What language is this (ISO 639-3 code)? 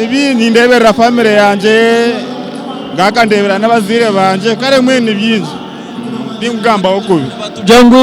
nyn